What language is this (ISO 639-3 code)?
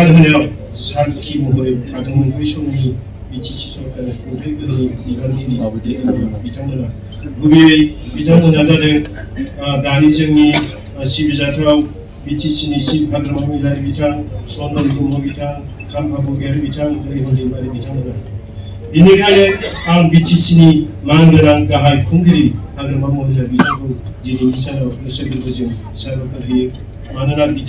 brx